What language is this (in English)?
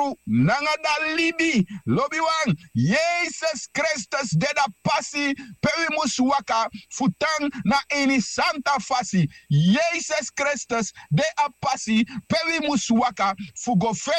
Sranan Tongo